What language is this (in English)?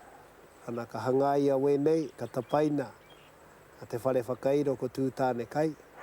Māori